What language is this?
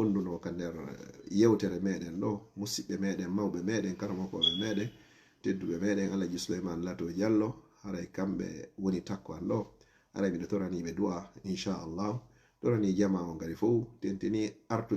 Fula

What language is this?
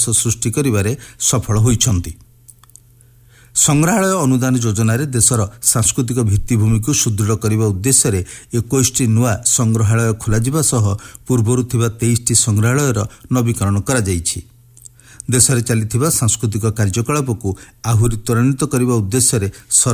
Odia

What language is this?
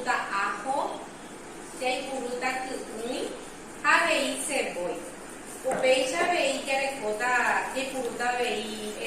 Guarani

